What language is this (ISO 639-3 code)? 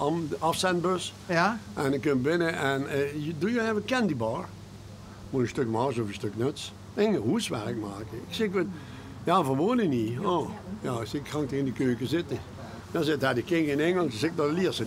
lim